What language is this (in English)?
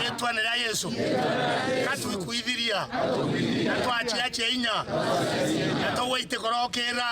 Meru